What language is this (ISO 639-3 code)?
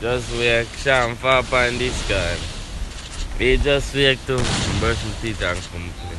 jam